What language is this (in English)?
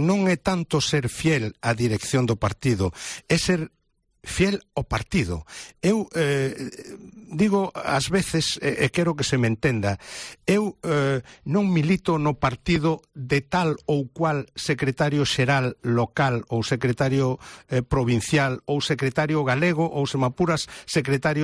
Galician